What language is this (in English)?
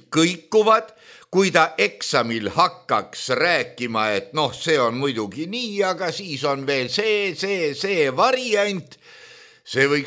Estonian